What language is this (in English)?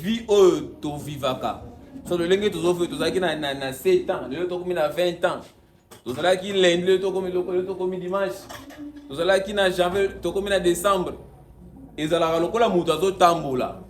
Lingala